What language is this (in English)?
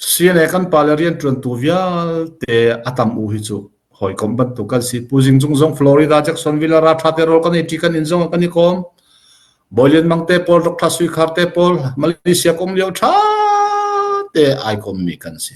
Hakha Chin